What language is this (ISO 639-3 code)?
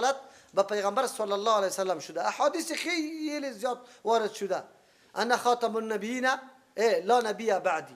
fas